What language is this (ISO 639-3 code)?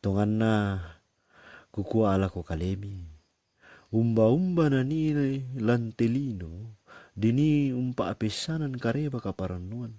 sda